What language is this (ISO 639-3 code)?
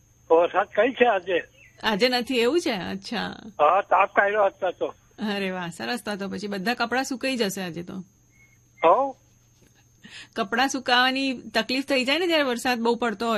guj